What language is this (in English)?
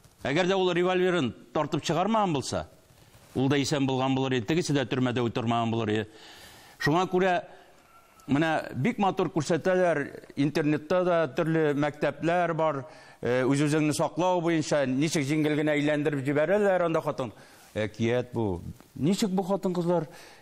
Tatar